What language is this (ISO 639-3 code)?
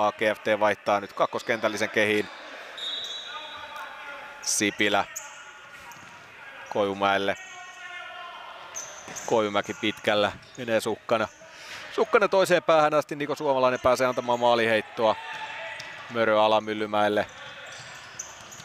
fin